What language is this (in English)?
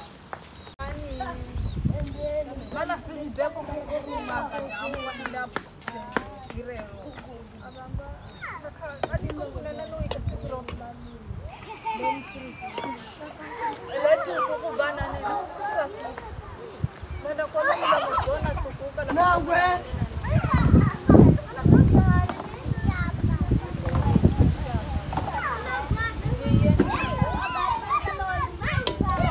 Swahili